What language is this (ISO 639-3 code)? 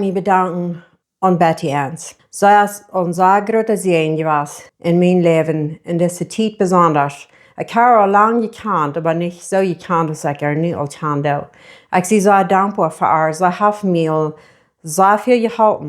pdt